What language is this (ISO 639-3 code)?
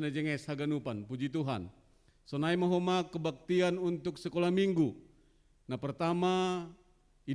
bts